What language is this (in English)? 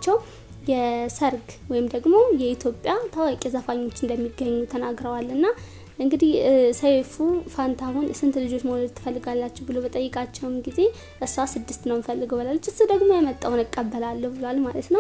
Amharic